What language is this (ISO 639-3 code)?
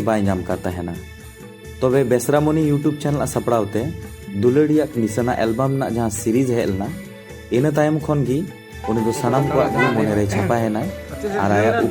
sat